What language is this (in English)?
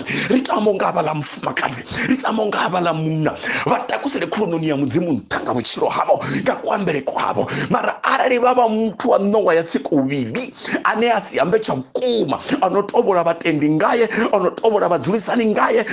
Venda